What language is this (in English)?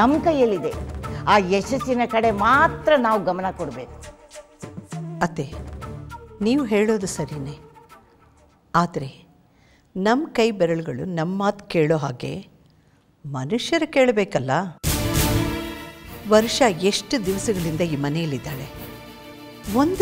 Kannada